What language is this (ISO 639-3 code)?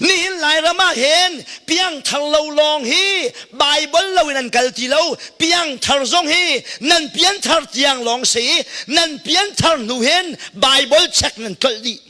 cnh